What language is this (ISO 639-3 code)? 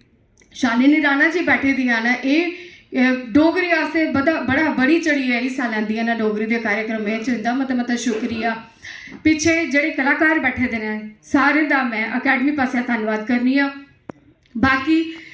doi